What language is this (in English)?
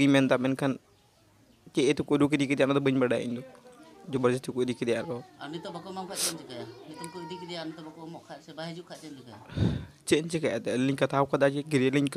Santali